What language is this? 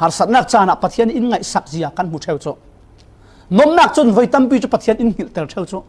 Falam Chin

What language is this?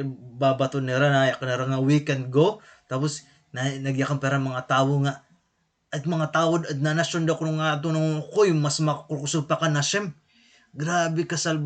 Waray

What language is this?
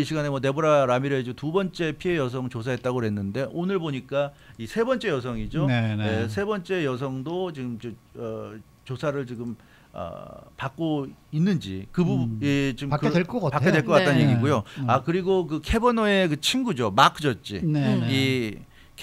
Korean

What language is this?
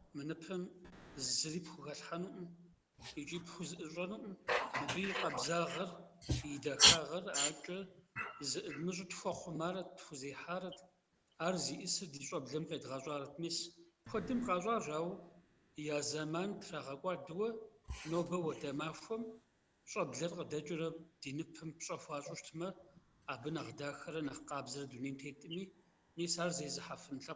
Kabardian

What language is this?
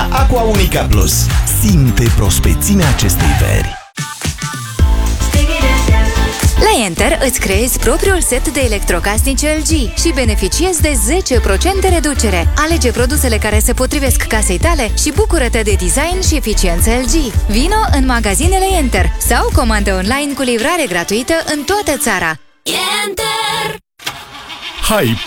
Romanian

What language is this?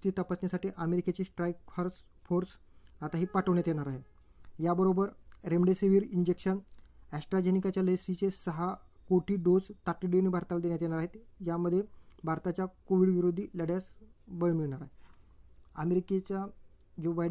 Marathi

